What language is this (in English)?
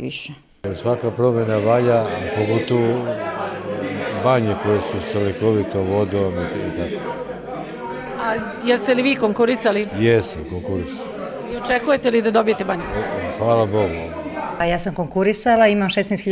Serbian